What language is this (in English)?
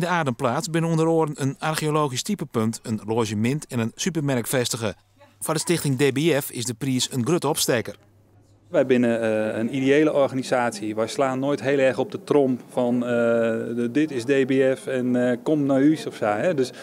Western Frisian